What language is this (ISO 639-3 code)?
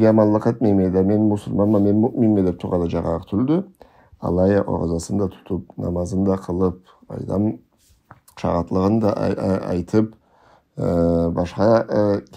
krc